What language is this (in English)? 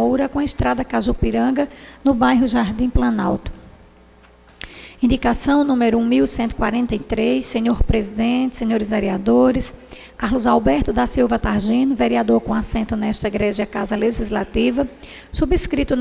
Portuguese